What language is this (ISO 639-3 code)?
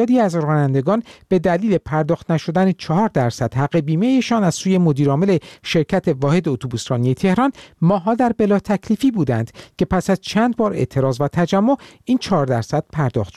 fas